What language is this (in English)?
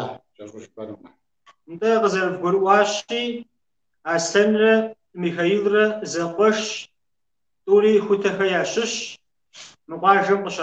Kabardian